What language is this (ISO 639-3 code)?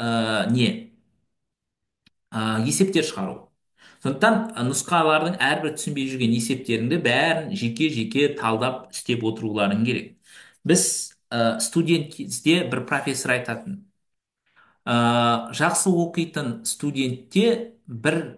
kaz